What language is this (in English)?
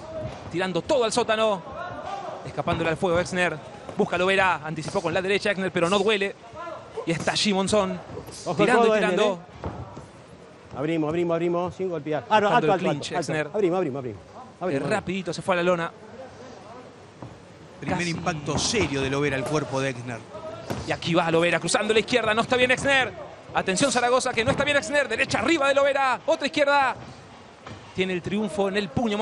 Spanish